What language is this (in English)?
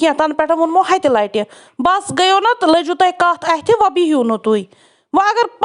Kashmiri